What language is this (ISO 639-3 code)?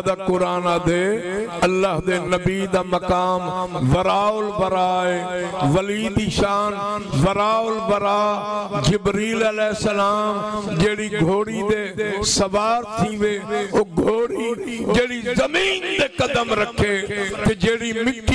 skr